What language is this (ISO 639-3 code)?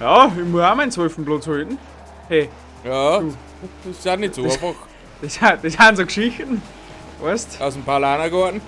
bar